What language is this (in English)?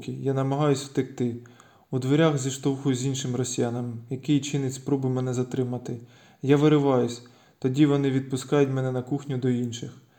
Ukrainian